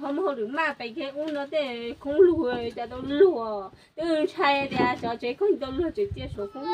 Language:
Hmong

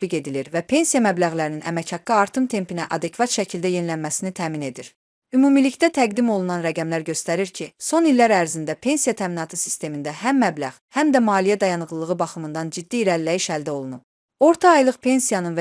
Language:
Azerbaijani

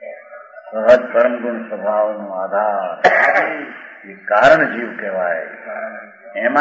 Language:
Gujarati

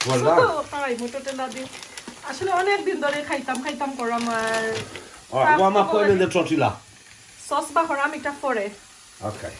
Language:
Sylheti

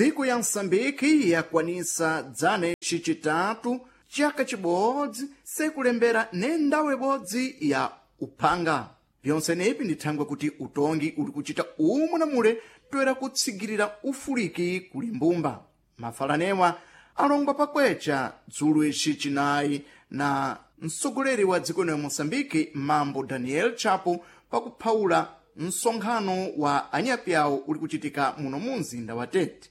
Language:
Sena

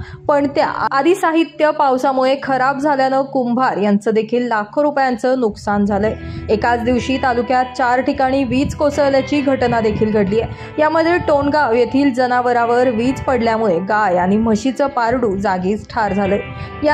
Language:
Marathi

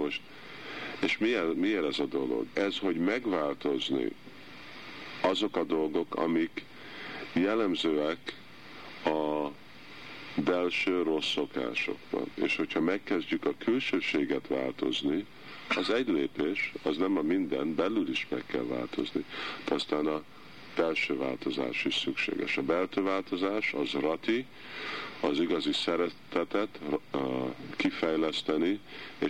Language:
Hungarian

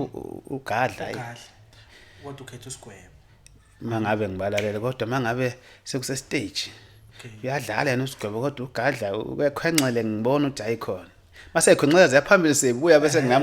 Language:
Zulu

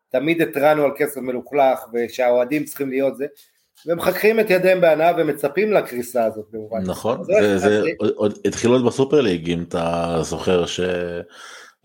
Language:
Hebrew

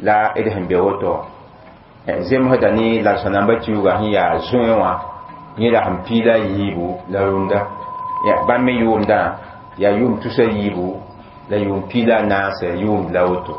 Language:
Mossi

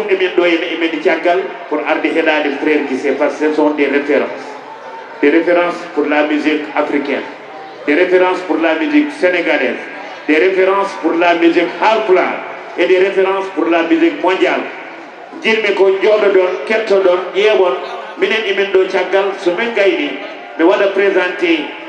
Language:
Fula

